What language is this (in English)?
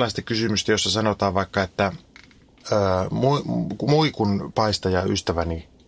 Finnish